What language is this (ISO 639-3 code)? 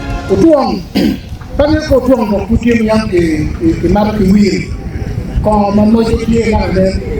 ach